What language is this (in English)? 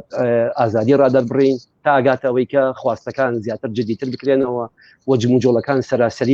Central Kurdish